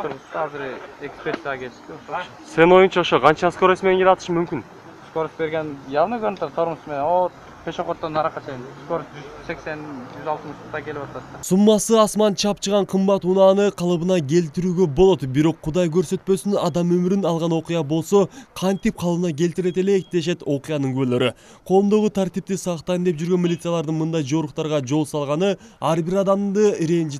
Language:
Kyrgyz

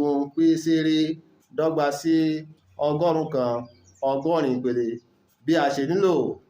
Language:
Yoruba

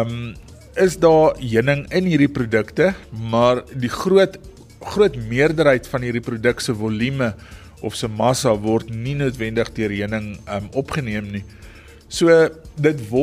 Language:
Afrikaans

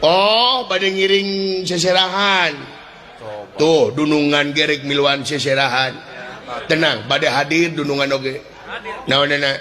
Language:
Sundanese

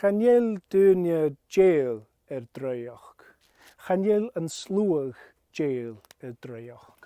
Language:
Scottish Gaelic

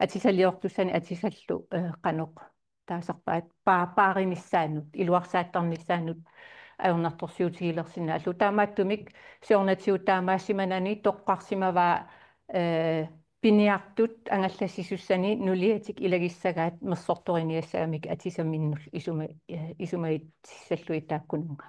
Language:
Kalaallisut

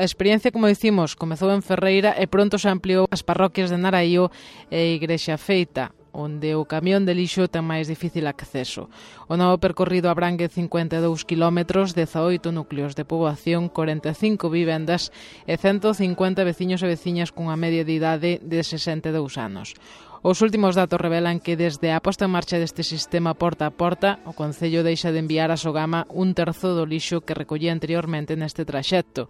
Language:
Galician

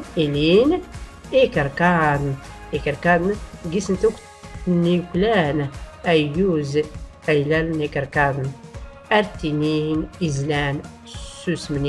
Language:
Tachelhit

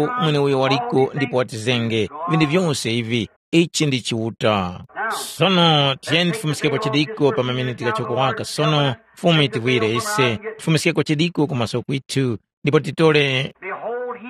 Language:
Tumbuka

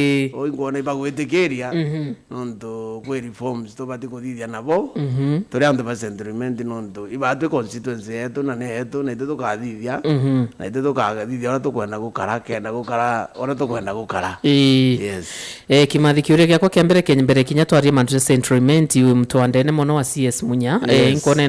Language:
Meru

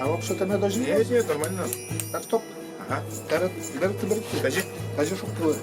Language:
Udmurt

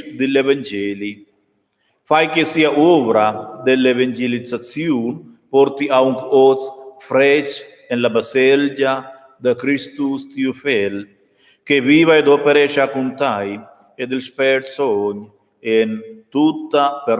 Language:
Romansh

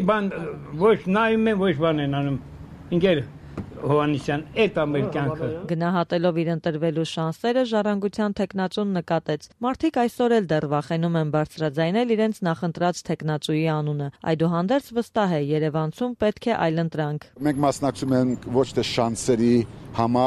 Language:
Armenian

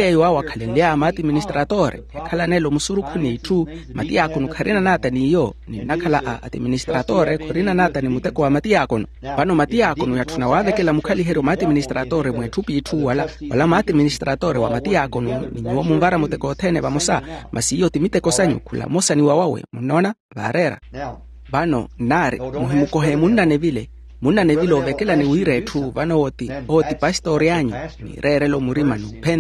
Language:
Makhuwa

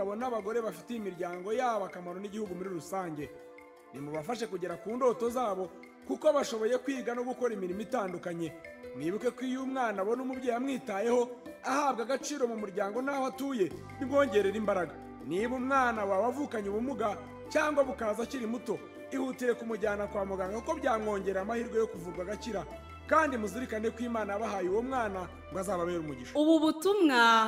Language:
Kinyarwanda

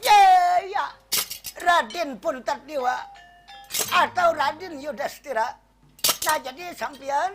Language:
Banjar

